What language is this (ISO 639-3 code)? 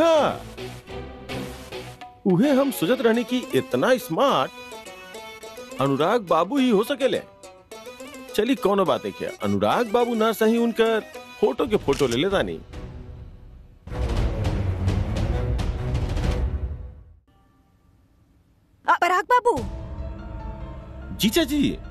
bho